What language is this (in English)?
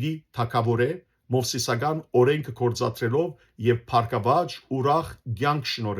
Western Armenian